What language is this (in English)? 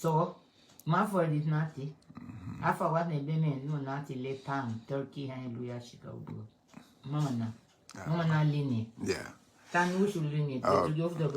Garifuna